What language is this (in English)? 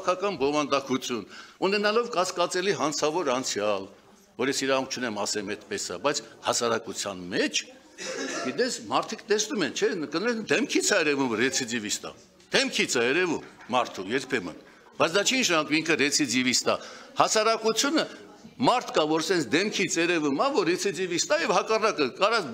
Armenian